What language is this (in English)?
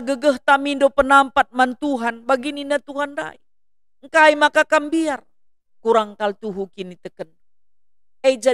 Batak Karo